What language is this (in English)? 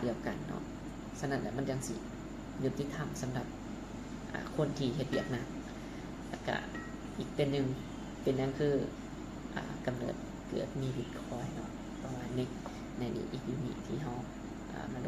Lao